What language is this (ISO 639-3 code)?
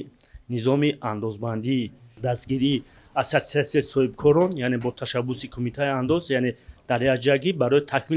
tgk